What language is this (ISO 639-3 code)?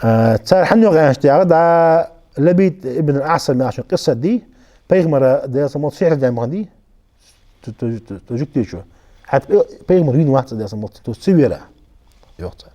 inh